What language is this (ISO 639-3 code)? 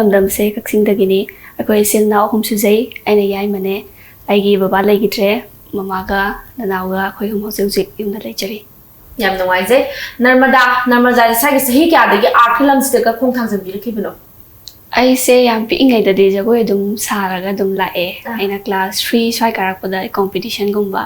mni